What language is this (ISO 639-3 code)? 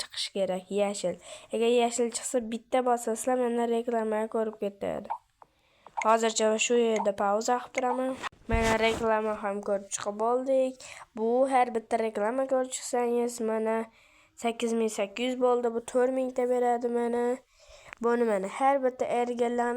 uzb